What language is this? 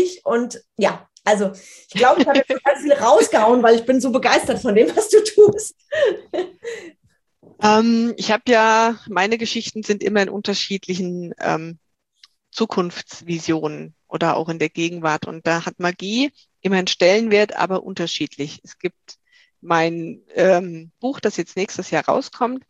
German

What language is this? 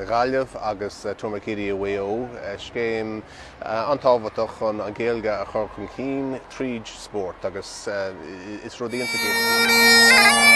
Irish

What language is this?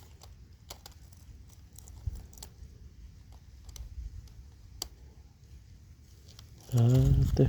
Northeastern Thai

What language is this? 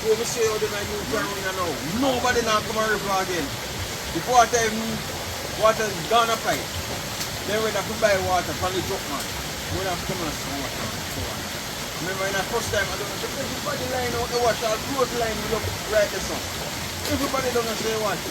Jamaican Creole English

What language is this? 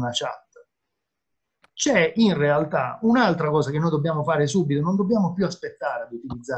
Italian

